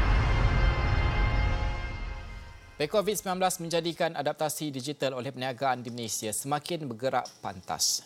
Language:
Malay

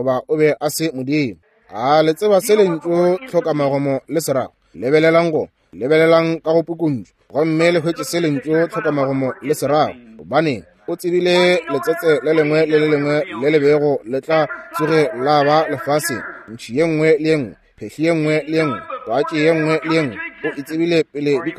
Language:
Northern Sotho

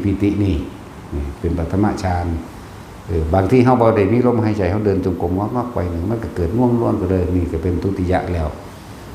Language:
Northeastern Thai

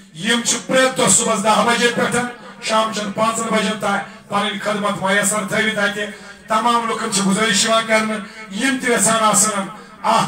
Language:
Kashmiri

